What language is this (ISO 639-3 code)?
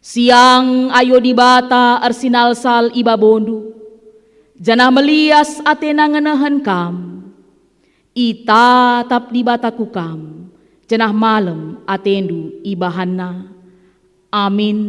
btx